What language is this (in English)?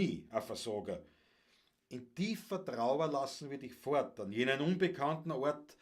Bavarian